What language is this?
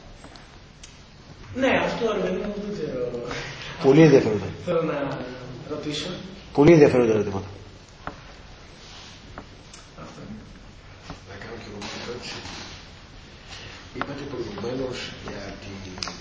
Greek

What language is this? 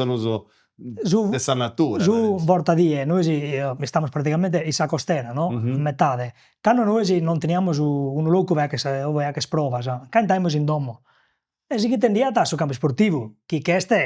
Sardinian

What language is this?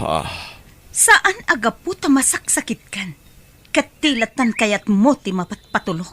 Iloko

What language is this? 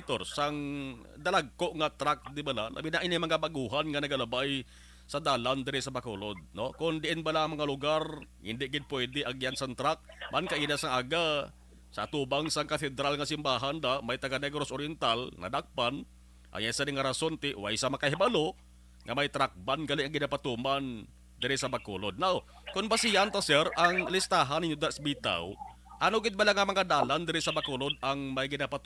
Hiligaynon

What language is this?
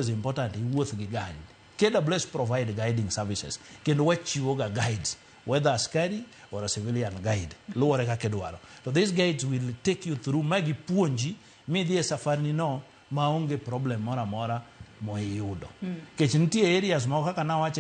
Luo (Kenya and Tanzania)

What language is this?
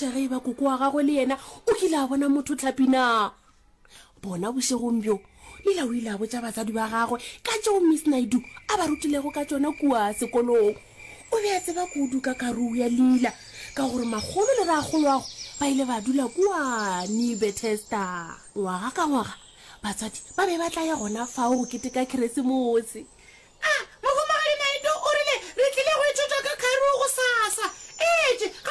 Northern Sotho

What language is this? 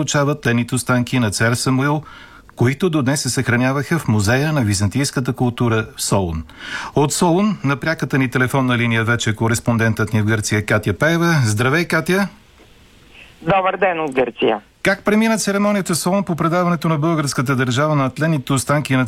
Bulgarian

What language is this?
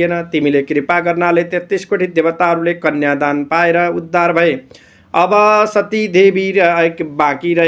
Nepali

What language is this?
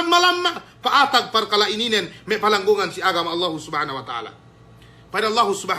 Yakan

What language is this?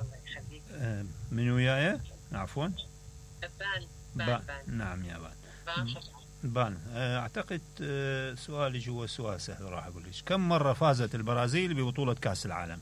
Mesopotamian Arabic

